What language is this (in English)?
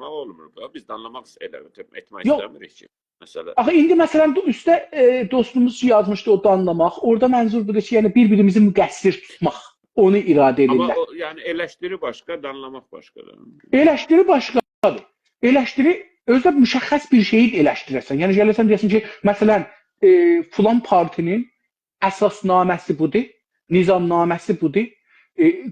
South Azerbaijani